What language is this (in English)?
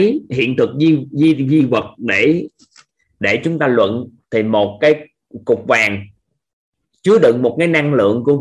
Vietnamese